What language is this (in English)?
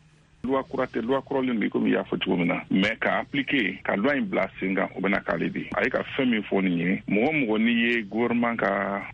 Bambara